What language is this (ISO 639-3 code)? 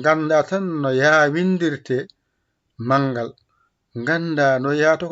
ful